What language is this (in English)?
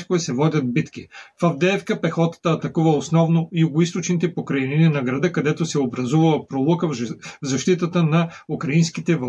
Bulgarian